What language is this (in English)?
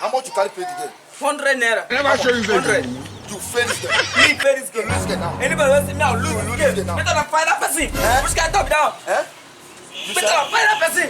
Nigerian Pidgin